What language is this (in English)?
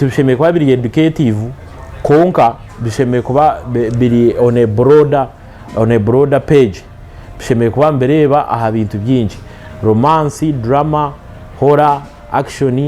Nyankole